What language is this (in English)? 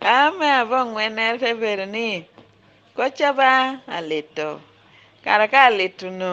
Lango (Uganda)